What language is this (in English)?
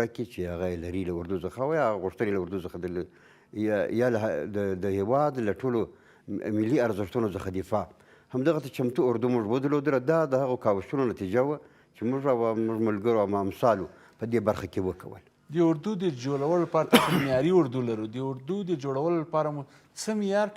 Pashto